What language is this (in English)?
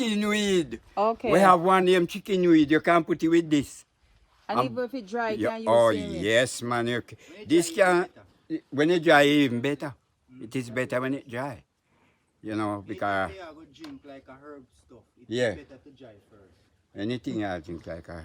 Jamaican Creole English